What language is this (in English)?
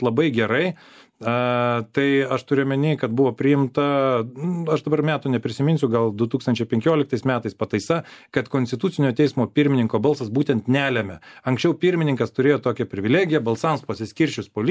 Lithuanian